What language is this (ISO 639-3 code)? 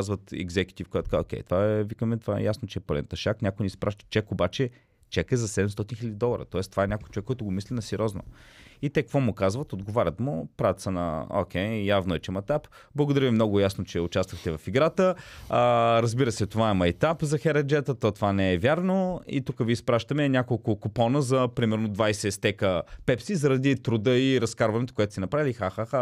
bul